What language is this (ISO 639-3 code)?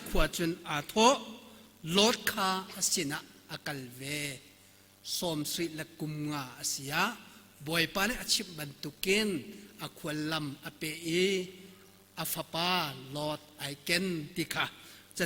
cnh